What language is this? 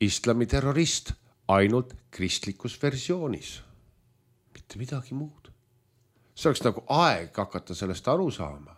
Estonian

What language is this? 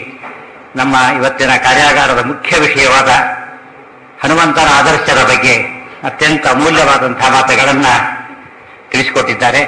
Kannada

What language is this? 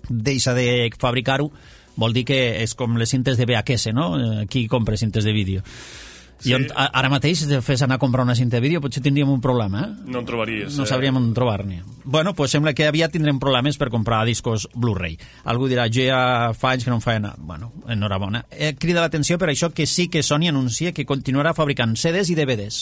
Catalan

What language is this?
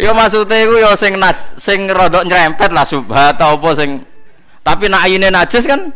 Javanese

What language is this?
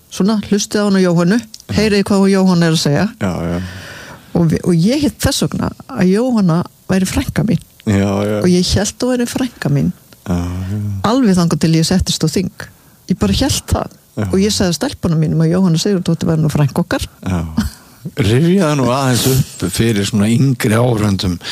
Icelandic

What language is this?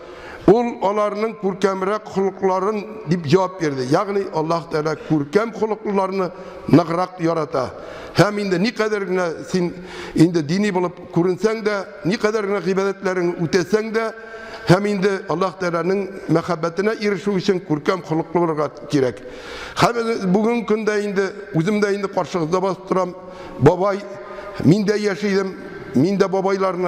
Tatar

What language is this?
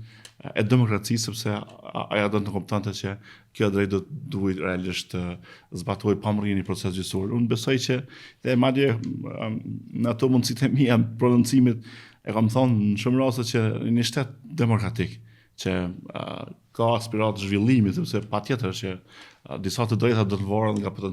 Albanian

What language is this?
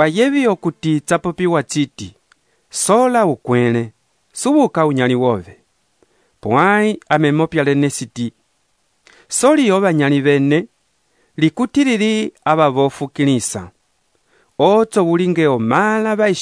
Umbundu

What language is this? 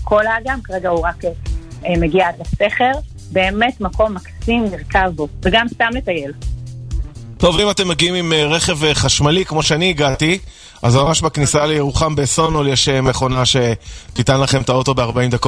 Hebrew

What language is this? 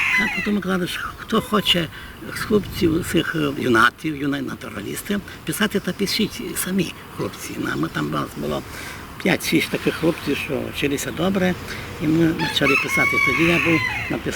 Rusyn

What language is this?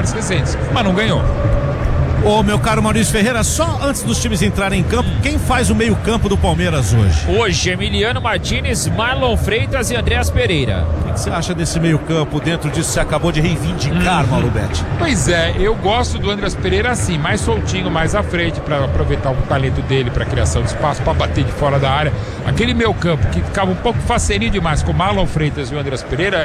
Portuguese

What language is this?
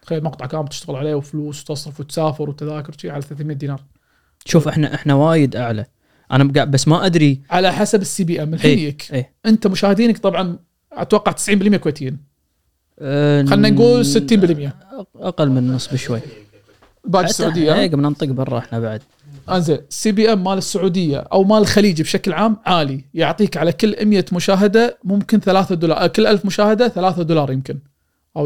Gulf Arabic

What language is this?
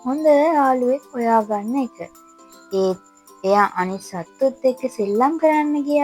Sinhala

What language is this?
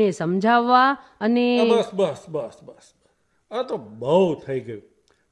Gujarati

